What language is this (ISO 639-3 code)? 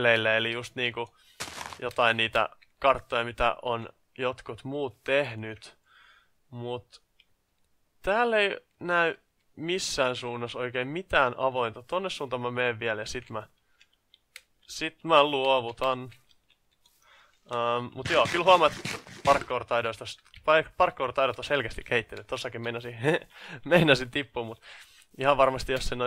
fin